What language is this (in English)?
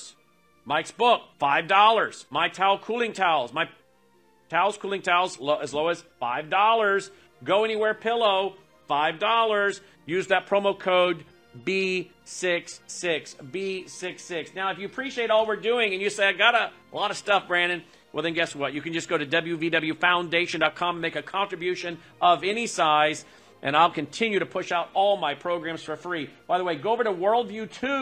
English